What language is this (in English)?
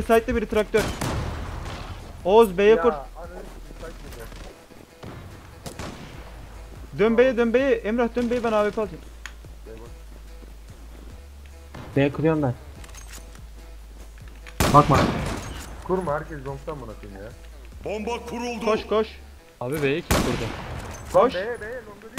Turkish